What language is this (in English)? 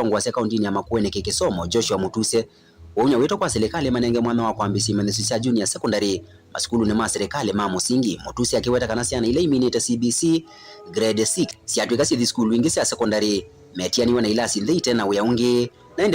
Kamba